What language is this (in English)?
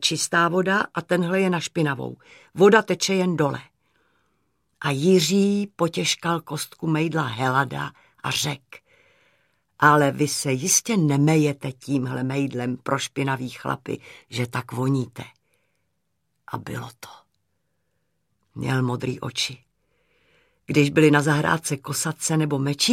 Czech